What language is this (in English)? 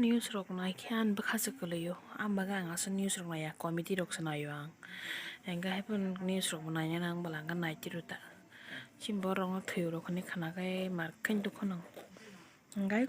Kok Borok